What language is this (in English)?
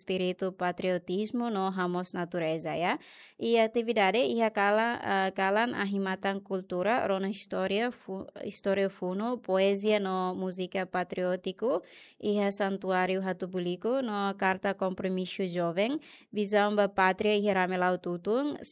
Tetum